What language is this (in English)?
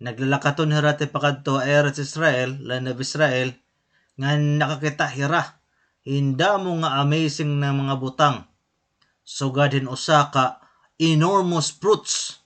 Waray